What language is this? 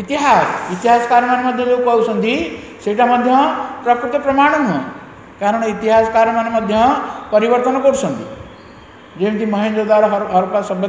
Odia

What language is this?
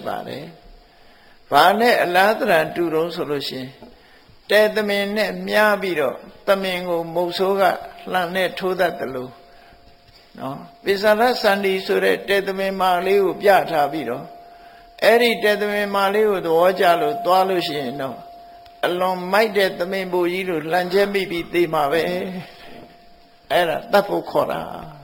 Burmese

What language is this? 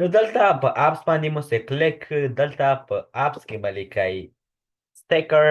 Pashto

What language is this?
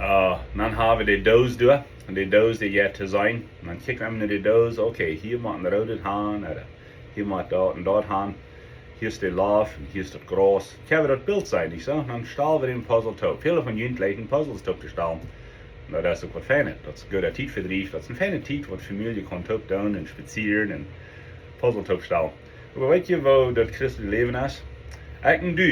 Plautdietsch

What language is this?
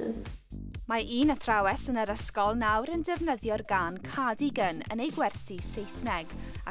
Welsh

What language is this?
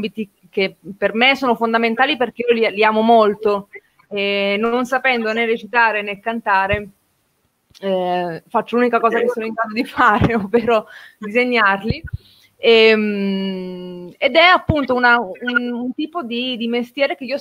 Italian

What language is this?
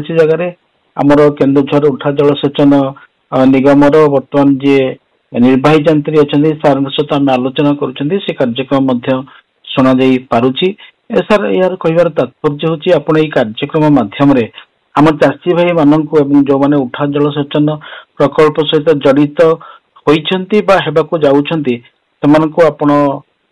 Odia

